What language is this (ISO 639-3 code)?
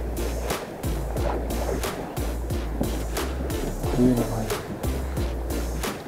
msa